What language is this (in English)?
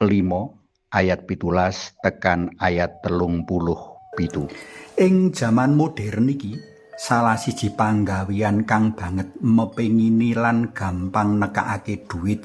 Javanese